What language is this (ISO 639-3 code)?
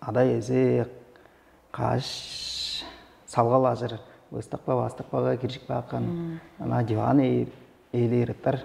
tyv